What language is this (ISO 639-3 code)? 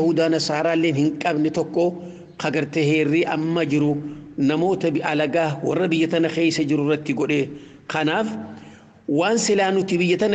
orm